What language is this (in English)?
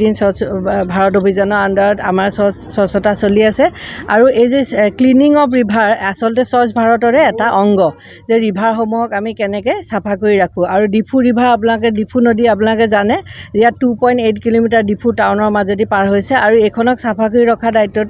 Karbi